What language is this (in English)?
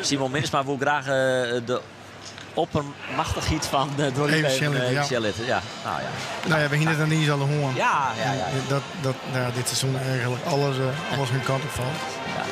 Western Frisian